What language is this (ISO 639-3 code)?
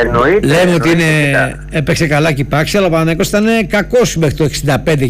ell